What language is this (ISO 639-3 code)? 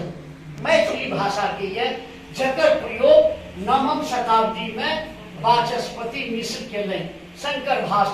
mai